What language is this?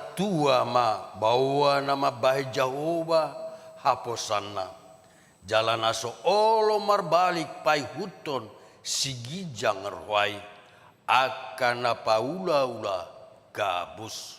Batak Toba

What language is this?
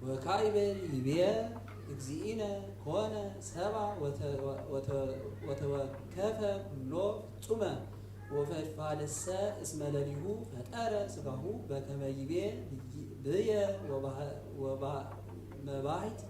Geez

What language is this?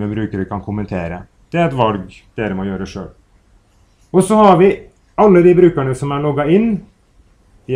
Norwegian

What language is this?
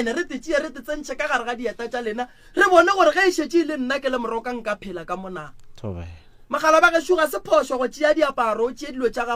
Northern Sotho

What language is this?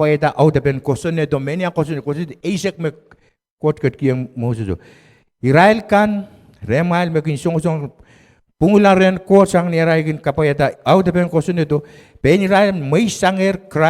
Pohnpeian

